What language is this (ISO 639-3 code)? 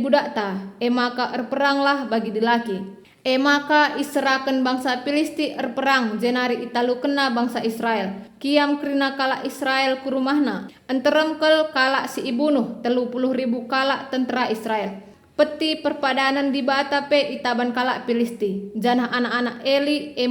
btx